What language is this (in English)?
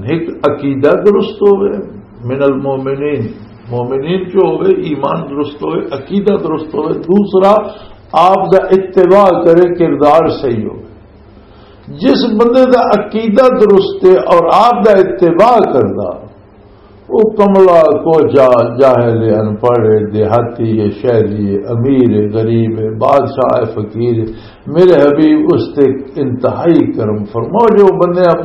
Western Panjabi